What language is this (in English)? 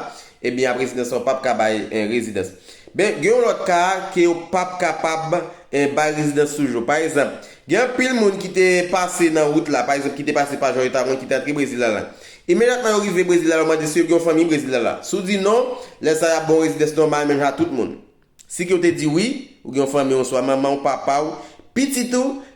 Haitian Creole